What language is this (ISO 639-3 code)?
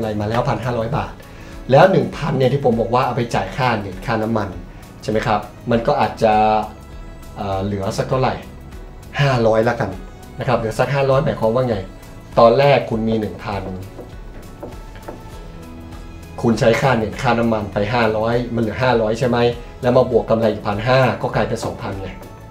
tha